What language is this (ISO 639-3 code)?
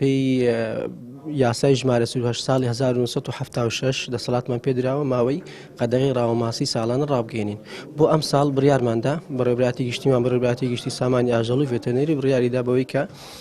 ckb